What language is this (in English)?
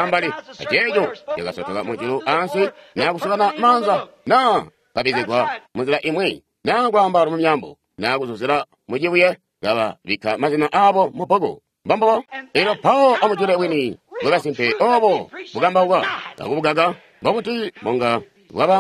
Tonga (Zambia)